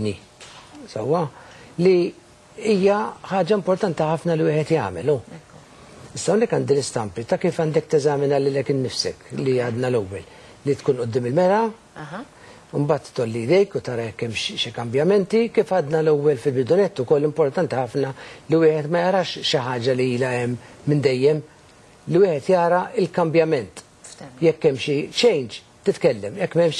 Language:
Maltese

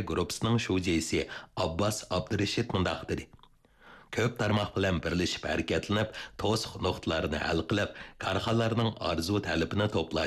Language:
Uyghur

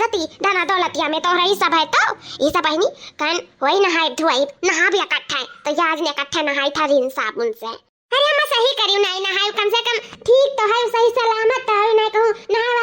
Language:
Awadhi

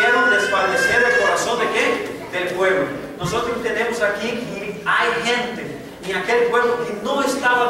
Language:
Spanish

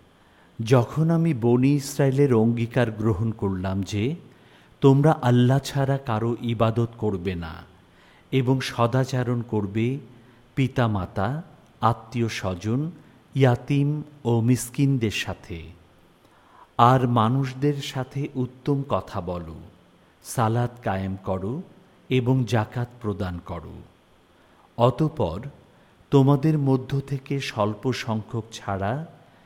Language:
Bangla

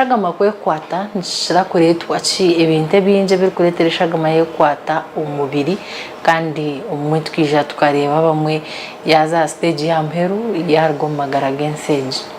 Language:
Nyankole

